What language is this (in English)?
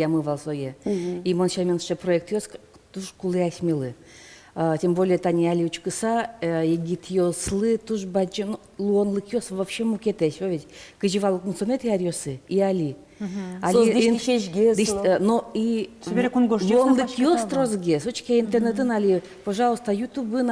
Udmurt